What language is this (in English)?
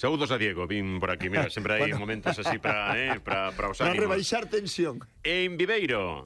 Galician